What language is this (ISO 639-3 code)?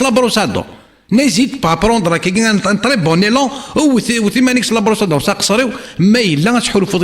kab